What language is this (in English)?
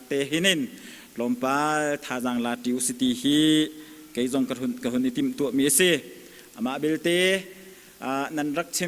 Hakha Chin